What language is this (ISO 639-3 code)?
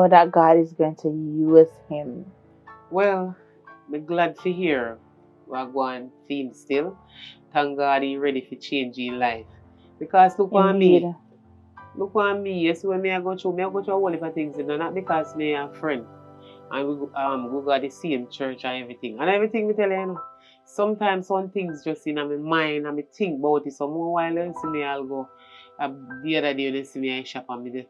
jam